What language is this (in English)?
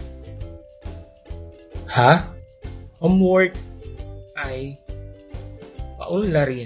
Filipino